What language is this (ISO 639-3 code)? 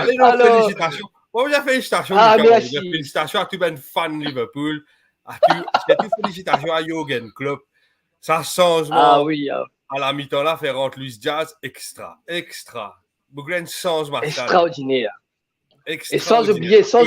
mfe